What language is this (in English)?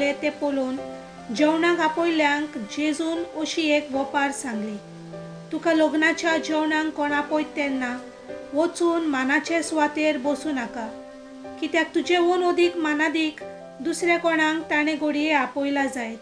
Konkani